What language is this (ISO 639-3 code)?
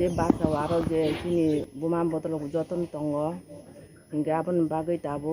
trp